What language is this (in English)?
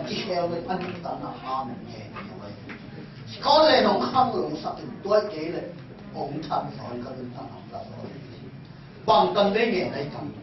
Tedim Chin